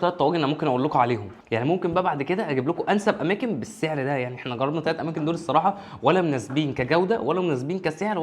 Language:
Egyptian Arabic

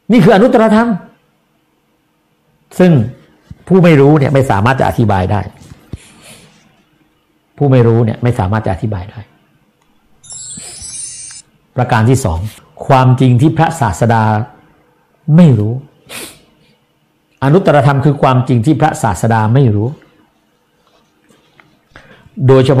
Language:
Thai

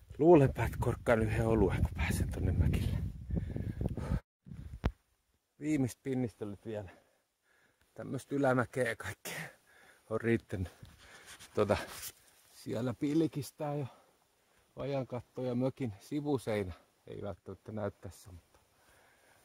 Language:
Finnish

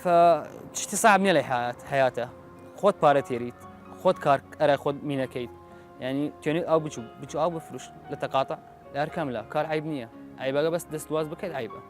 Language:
Southern Kurdish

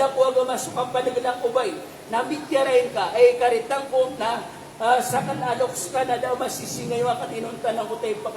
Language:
Maranao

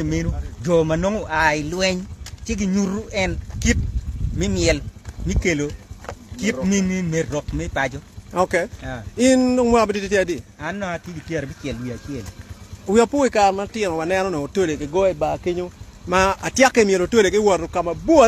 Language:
Acoli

